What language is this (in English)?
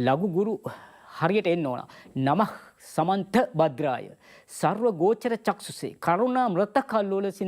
Sinhala